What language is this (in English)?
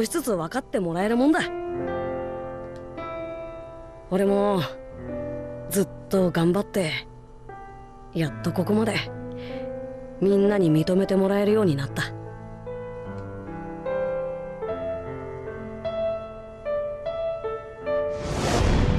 Japanese